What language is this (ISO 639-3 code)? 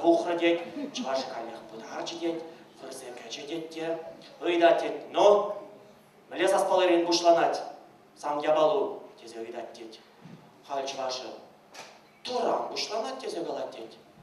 chv